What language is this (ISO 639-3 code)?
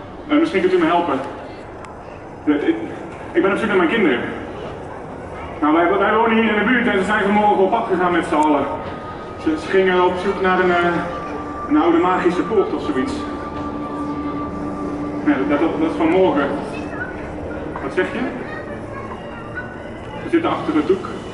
nld